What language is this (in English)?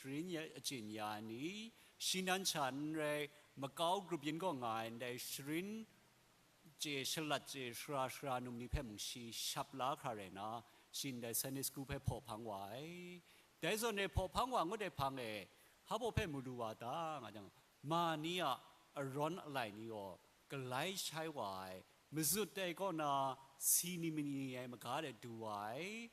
Kachin